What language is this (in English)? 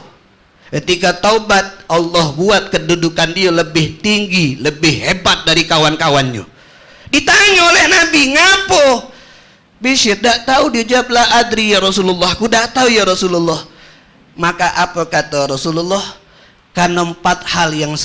Musi